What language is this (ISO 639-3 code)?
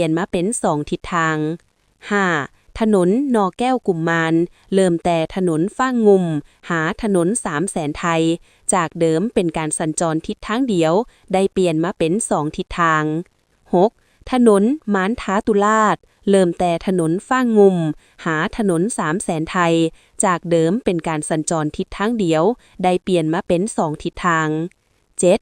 lao